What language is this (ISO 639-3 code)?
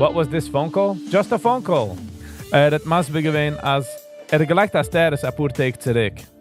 yid